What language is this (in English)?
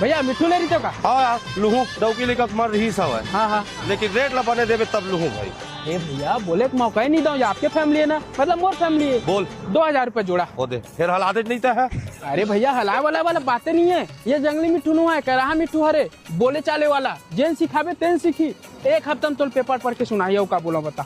Chhattisgarhi